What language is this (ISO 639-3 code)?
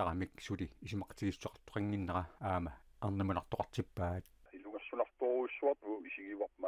kal